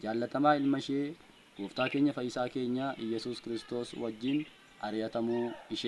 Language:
Oromo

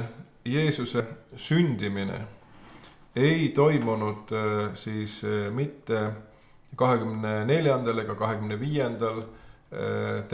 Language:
Estonian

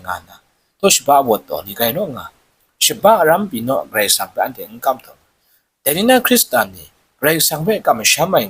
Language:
Kachin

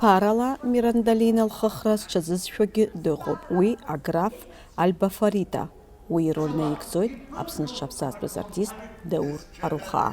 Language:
Abkhazian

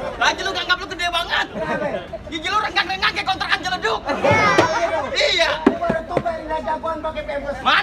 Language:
Betawi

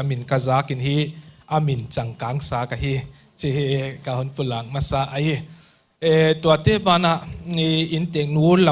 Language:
Paite Chin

